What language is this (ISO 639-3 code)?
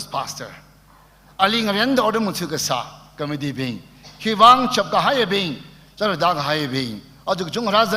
nmf